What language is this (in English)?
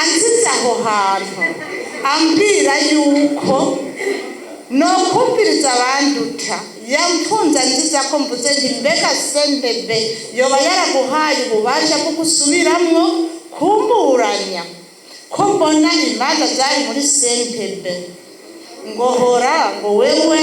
Rundi